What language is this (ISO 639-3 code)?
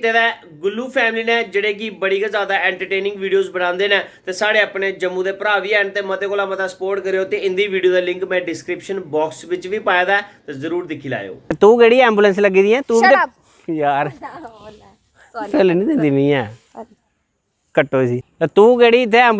doi